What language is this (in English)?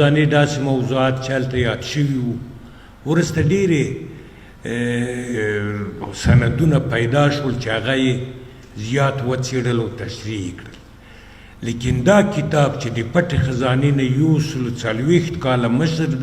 Pashto